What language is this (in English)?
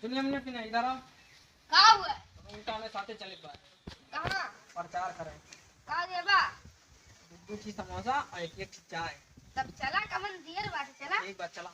Awadhi